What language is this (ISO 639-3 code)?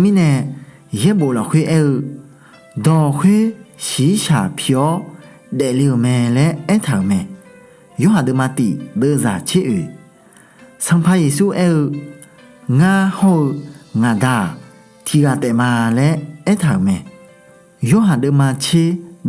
ahk